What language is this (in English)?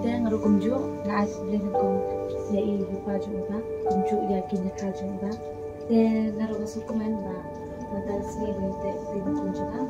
Khasi